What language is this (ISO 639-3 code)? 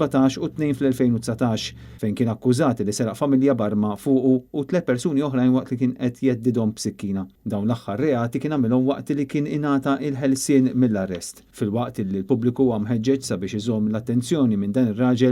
mlt